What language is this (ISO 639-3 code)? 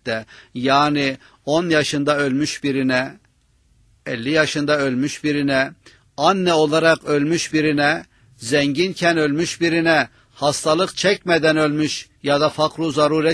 tur